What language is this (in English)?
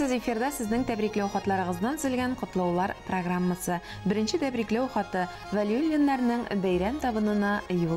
Tatar